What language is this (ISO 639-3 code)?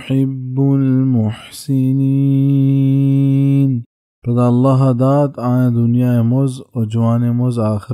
bal